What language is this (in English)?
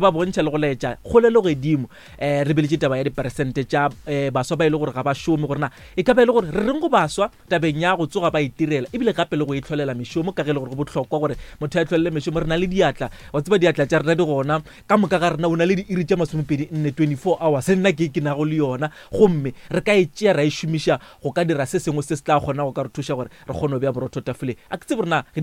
Northern Sotho